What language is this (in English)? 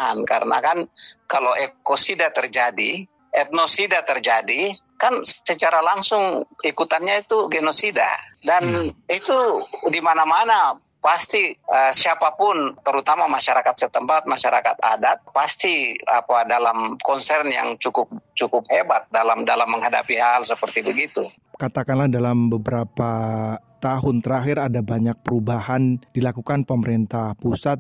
Indonesian